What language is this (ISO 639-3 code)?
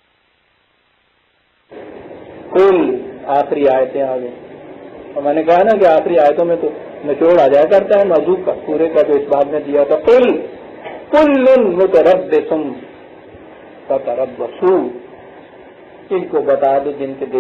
urd